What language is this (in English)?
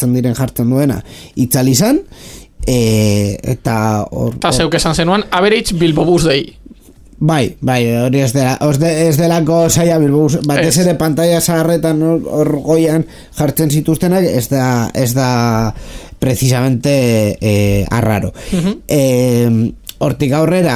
Basque